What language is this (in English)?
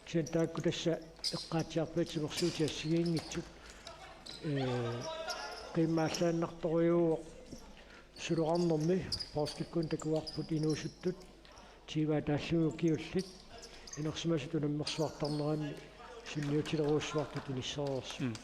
Kalaallisut